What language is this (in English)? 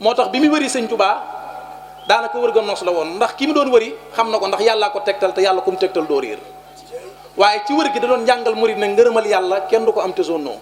Wolof